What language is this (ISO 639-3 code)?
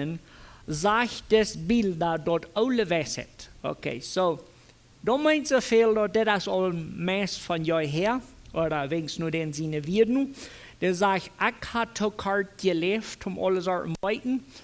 pdt